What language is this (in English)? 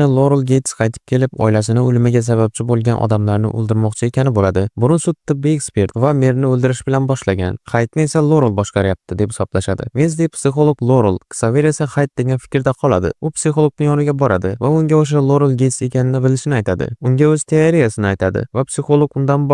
Uzbek